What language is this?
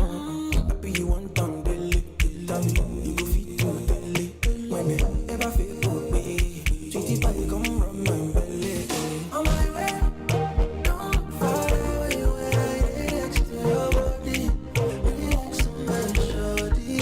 Nyanja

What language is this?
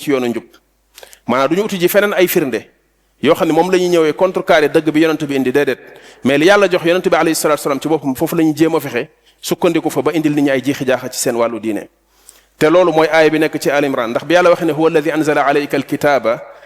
Wolof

